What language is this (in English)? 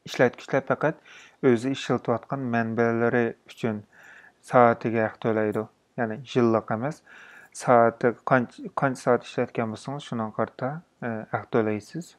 Uyghur